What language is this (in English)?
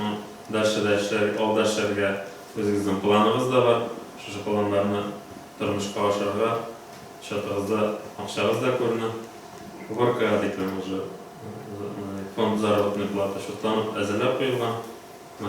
Tatar